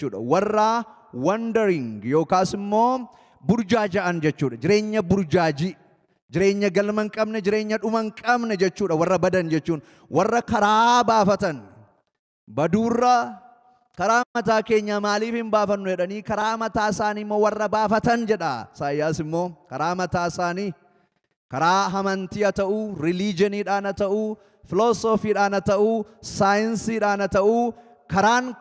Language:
Oromo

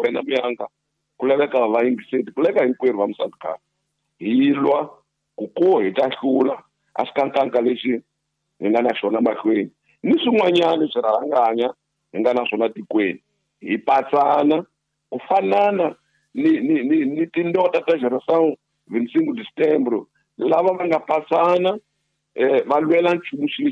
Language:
Tsonga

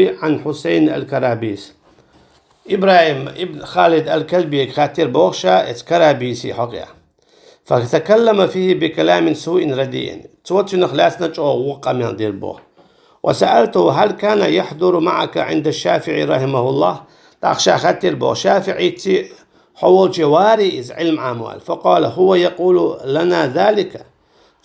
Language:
Chechen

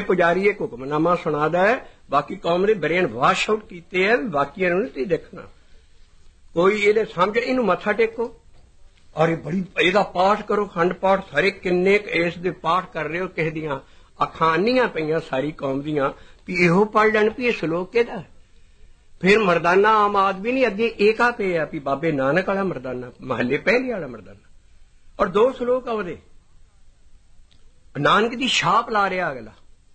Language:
Punjabi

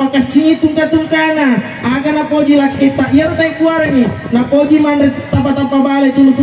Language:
Buginese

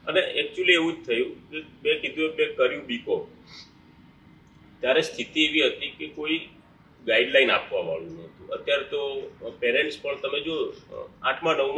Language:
Gujarati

